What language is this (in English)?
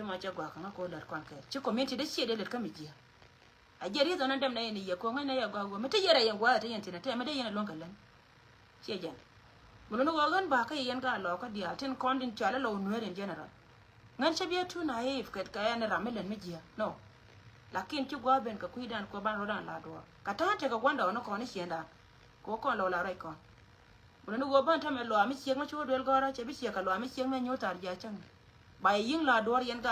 Nuer